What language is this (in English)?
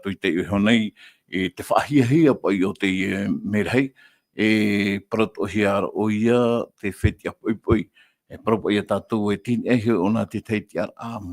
Tahitian